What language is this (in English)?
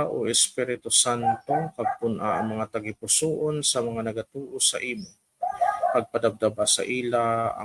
Hiligaynon